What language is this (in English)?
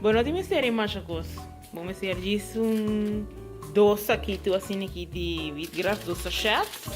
Papiamento